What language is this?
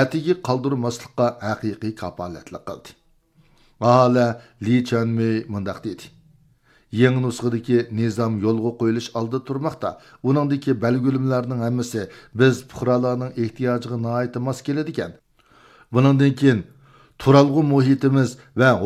Uyghur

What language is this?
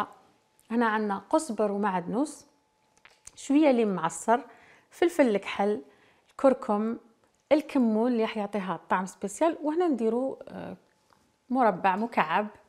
Algerian Arabic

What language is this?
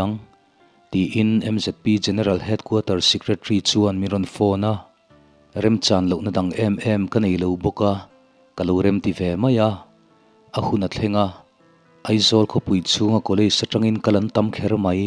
Mizo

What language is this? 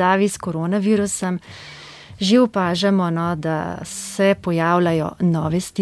Slovenian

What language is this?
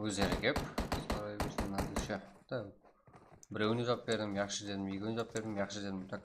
Kara-Kalpak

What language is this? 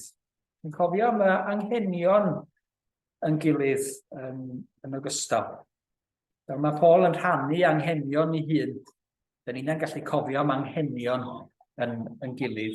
Welsh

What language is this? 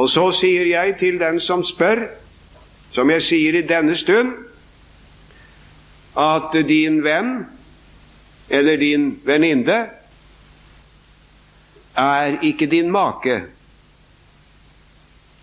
Norwegian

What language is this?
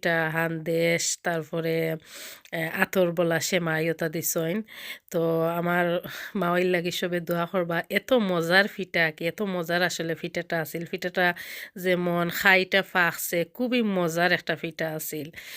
Sylheti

